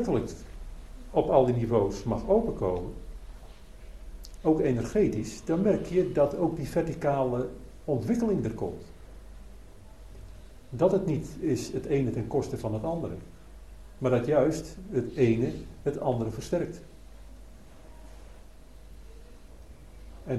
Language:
Dutch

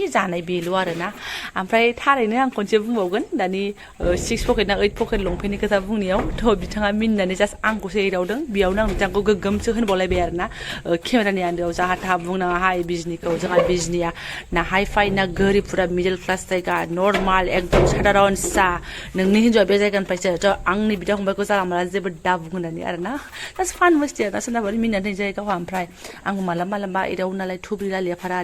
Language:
Bodo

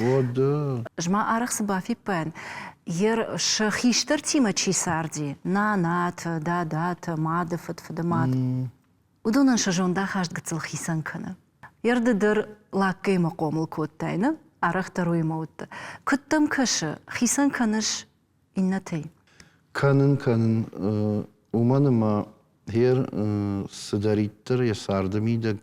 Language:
Ossetic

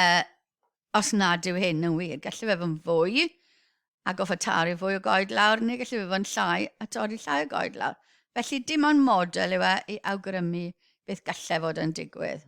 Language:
Welsh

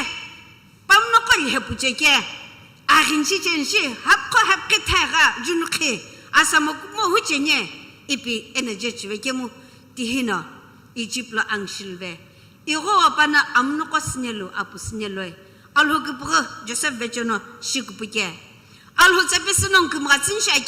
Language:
Sumi Naga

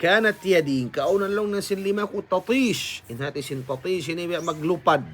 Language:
Tausug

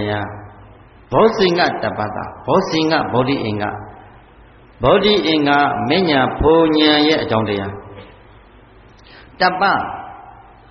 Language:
Burmese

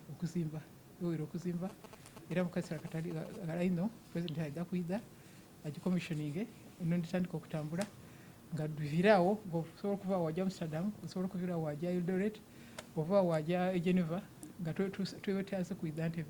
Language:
Soga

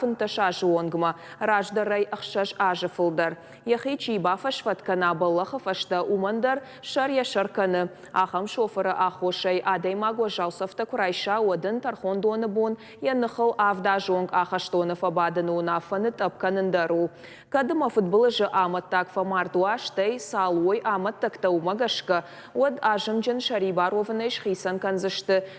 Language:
Ossetic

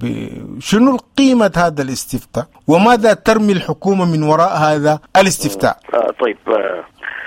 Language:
Sudanese Arabic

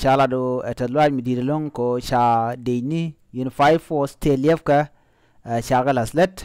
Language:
Nuer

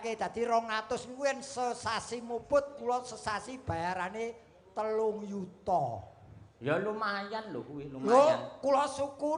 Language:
Javanese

